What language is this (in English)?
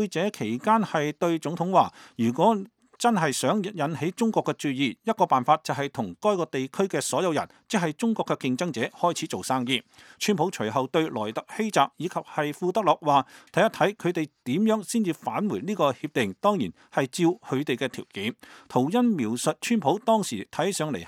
Cantonese